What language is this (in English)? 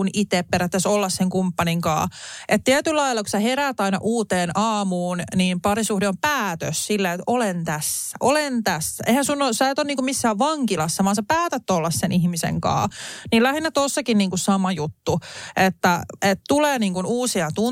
Finnish